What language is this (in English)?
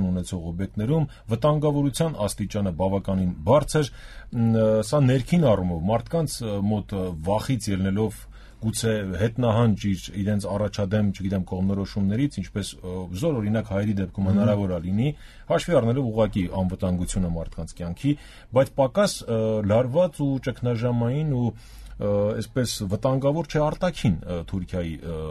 Armenian